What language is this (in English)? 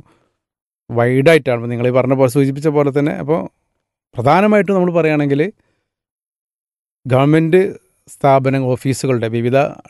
Malayalam